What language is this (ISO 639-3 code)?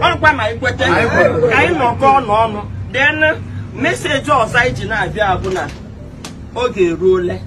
pcm